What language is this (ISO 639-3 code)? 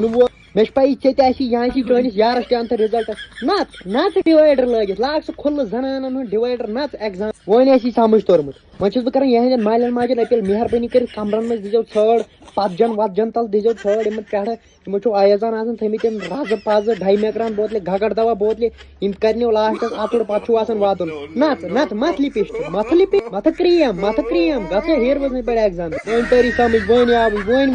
kas